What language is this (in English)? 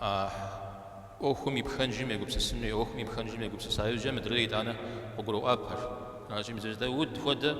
Kabardian